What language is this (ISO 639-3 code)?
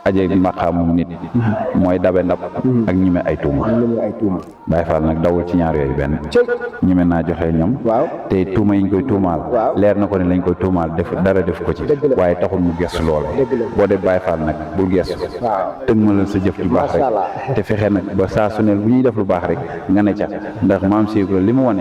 wol